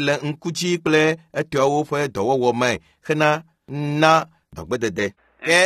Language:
Ewe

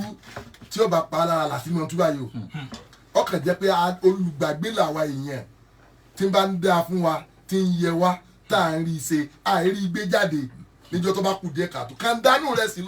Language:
Yoruba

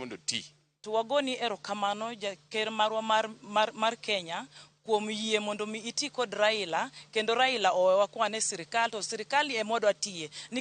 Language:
Luo (Kenya and Tanzania)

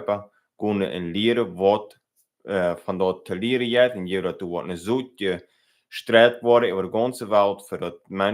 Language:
Plautdietsch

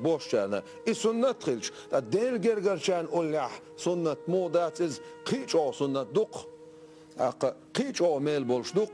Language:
Chechen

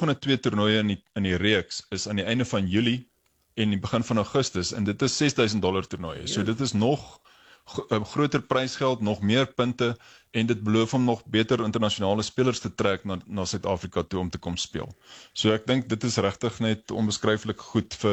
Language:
Afrikaans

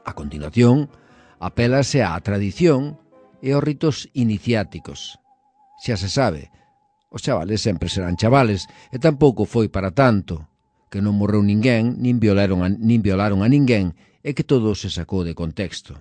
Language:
Galician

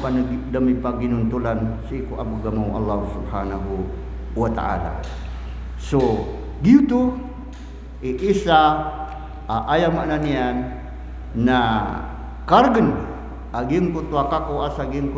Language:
Maranao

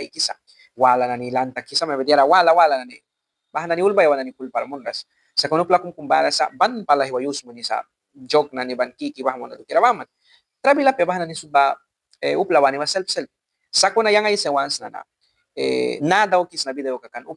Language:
Mískito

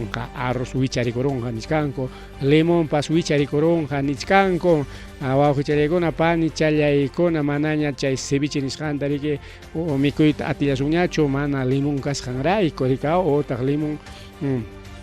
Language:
Ayacucho Quechua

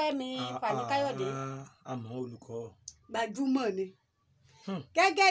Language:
Yoruba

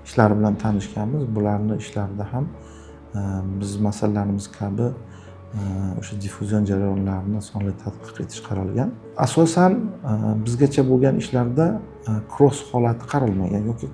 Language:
Uzbek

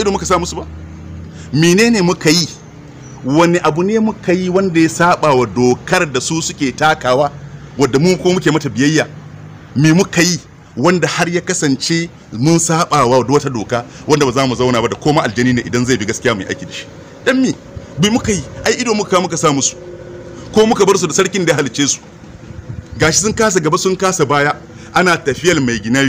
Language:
Hausa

